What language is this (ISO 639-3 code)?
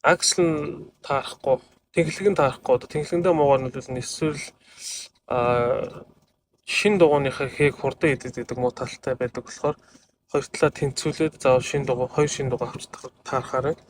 mon